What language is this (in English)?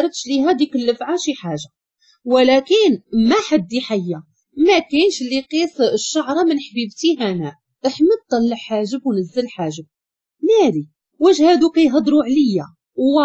Moroccan Arabic